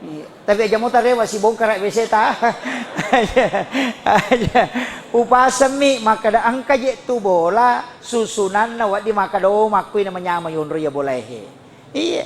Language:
Buginese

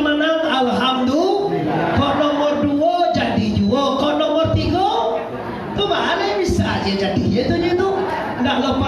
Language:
Minangkabau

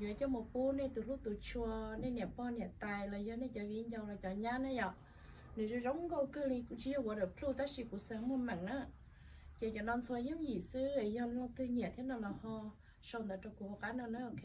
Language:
Hmong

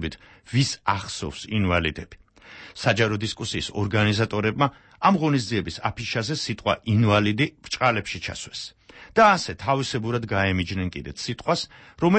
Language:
Georgian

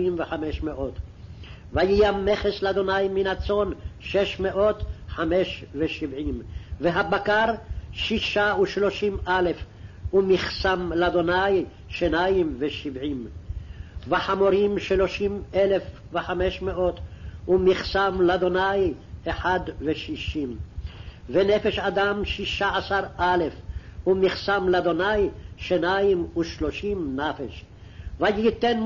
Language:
Hebrew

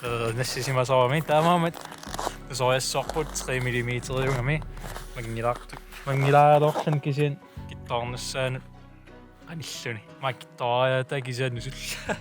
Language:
Kalaallisut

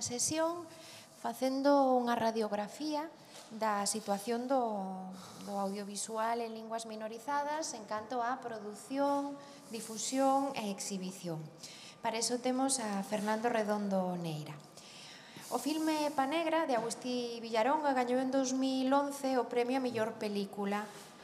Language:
Galician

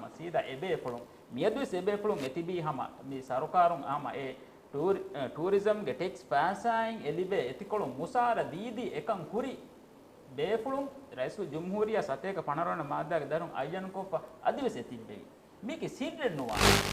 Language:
Divehi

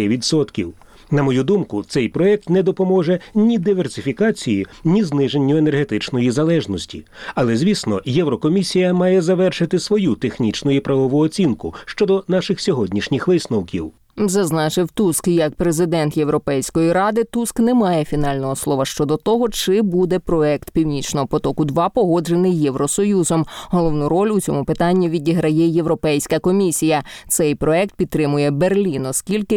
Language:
Ukrainian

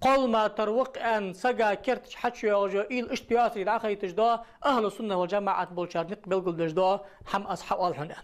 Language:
Ingush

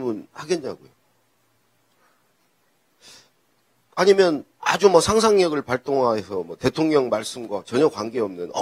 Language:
Korean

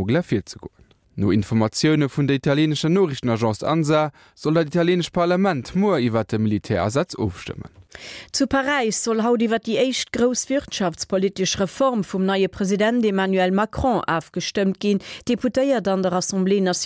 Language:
Luxembourgish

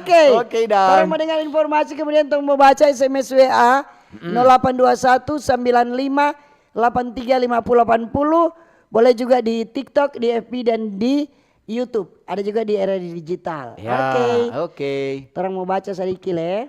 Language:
Manado Malay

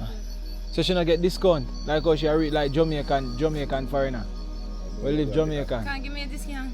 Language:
Jamaican Creole English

